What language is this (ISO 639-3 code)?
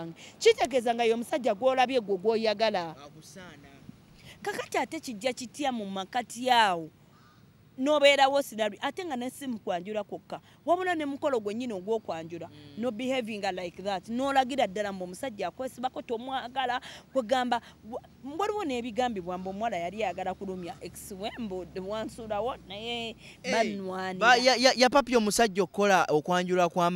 lug